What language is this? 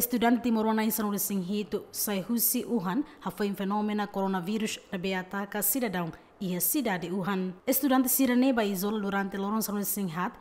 Tetum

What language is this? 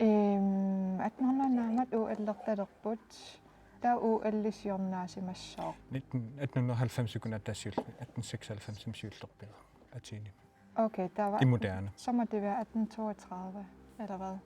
Kalaallisut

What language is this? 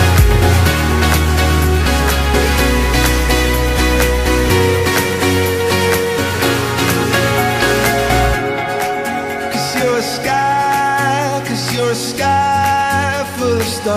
Basque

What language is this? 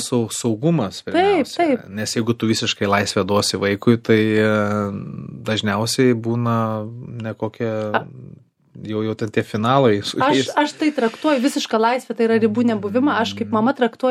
Lithuanian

